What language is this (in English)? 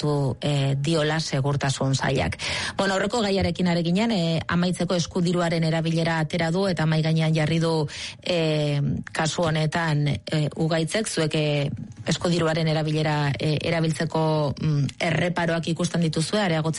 Basque